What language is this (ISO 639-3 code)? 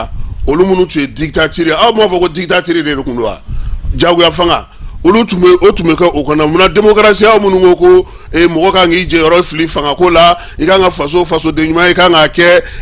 bam